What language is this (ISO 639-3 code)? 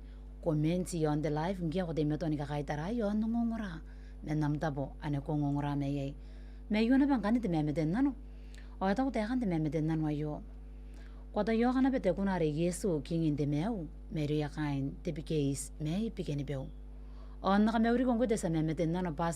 gil